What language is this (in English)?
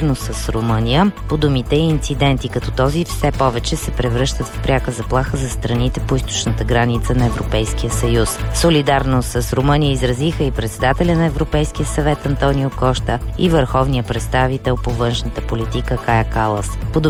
Bulgarian